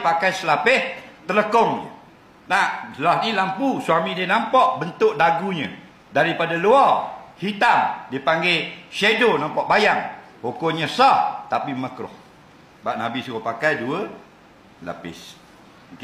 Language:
Malay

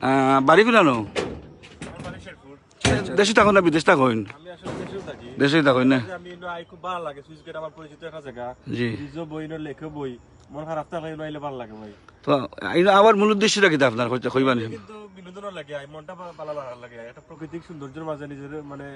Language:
Sylheti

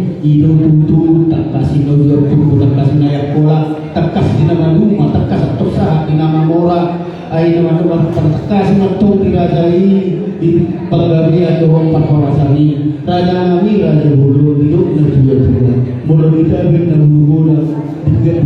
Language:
Batak Toba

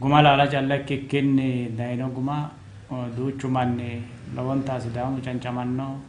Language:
Sidamo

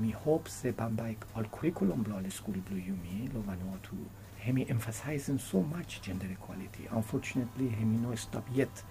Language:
Bislama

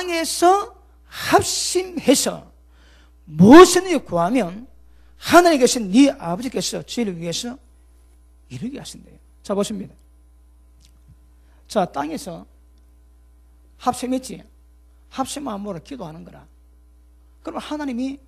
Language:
Korean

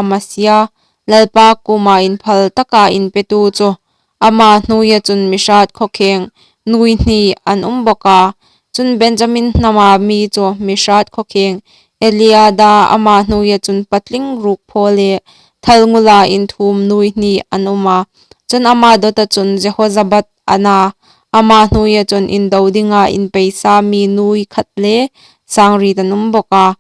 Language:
Hmar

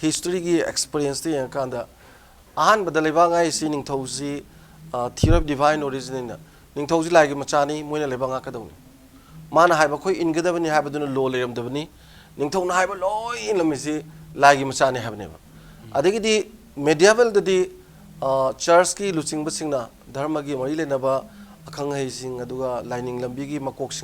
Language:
Manipuri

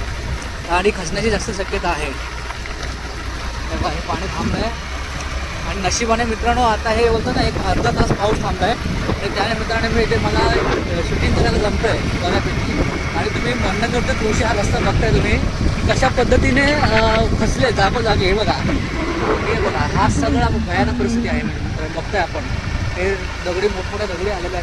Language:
Marathi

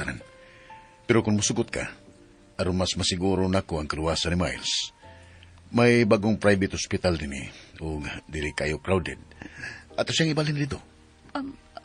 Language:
Cebuano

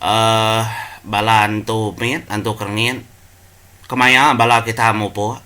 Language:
Iban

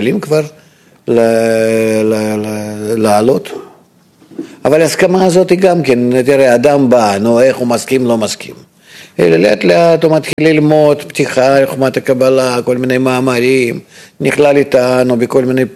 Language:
Hebrew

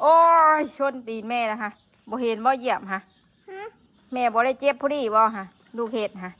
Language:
Northeastern Thai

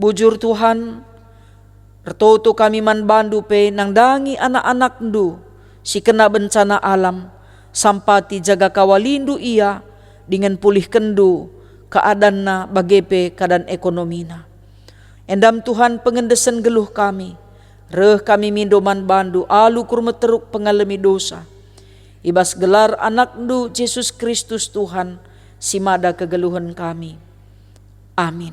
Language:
Batak Karo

